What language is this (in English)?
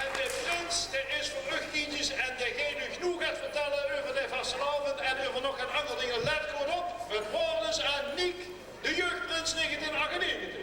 Limburgish